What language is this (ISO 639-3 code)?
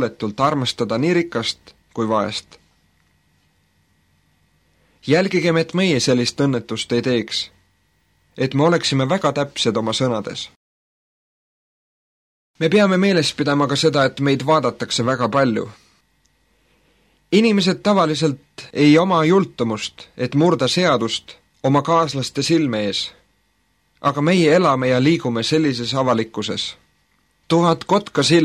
est